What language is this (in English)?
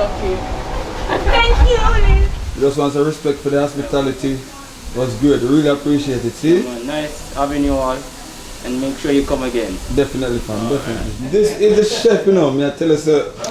Jamaican Creole English